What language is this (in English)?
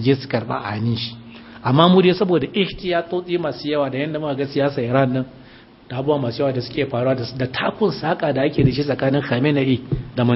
Hausa